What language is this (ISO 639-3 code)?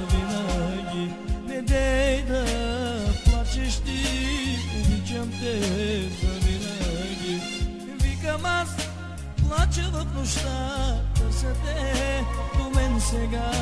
bul